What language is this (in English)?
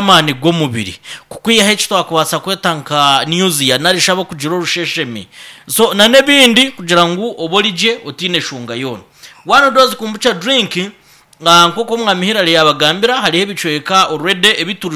Nyankole